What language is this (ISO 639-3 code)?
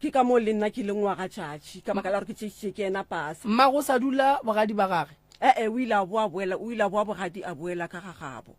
nso